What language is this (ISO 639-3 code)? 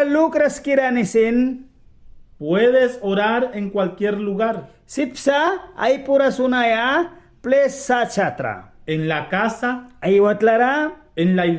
miq